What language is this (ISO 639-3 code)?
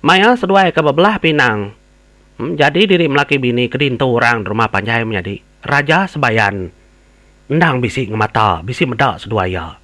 iba